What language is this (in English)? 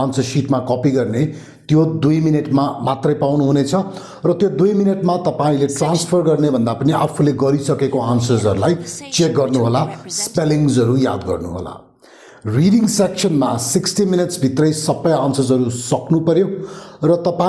Nepali